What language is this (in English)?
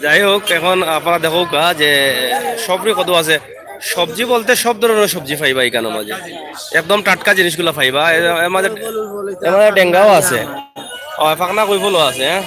Sylheti